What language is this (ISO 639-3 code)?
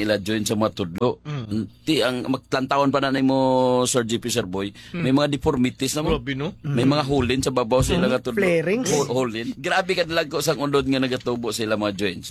hil